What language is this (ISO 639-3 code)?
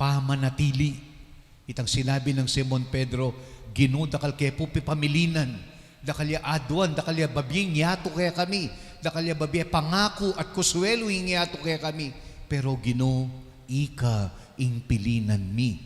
pam